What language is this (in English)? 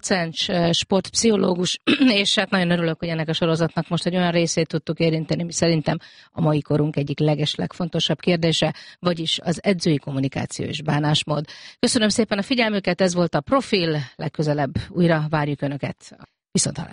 Hungarian